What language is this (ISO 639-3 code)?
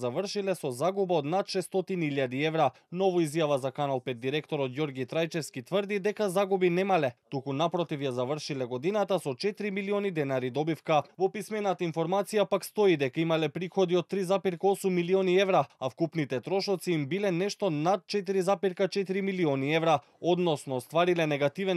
mkd